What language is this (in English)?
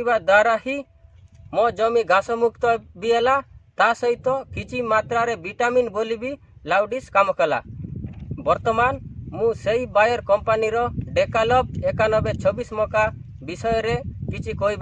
Odia